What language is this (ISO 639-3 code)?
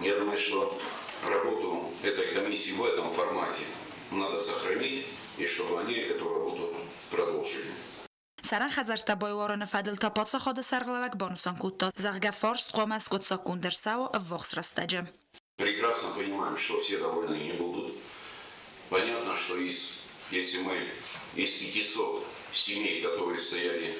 oss